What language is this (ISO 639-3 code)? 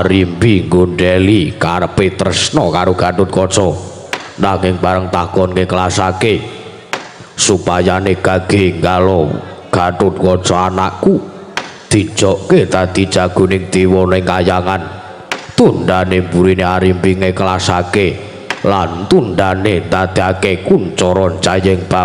jav